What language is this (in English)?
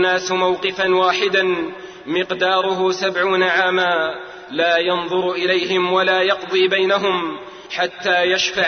Arabic